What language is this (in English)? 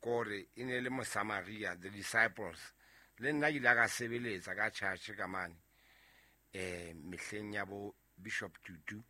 Southern Sotho